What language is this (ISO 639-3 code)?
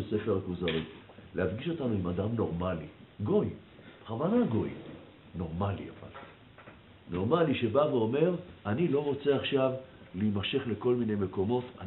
heb